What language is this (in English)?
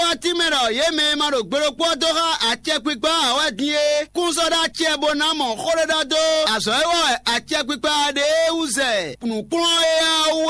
Fon